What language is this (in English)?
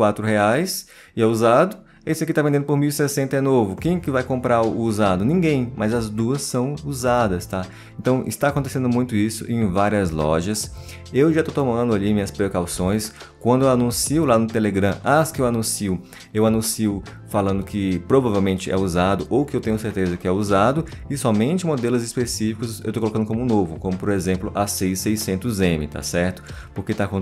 Portuguese